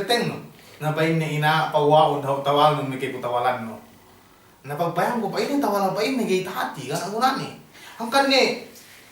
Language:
Yakan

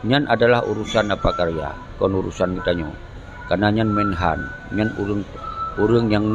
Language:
Achinese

